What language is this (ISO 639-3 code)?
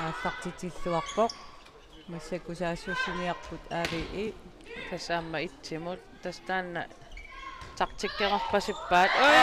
kal